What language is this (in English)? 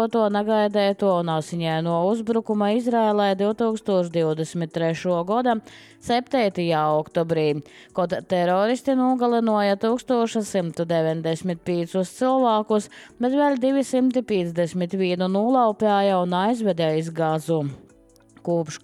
Latvian